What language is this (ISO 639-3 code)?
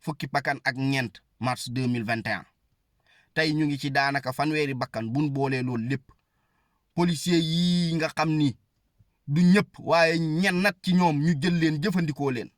wol